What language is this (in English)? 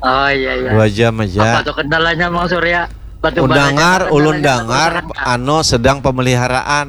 Banjar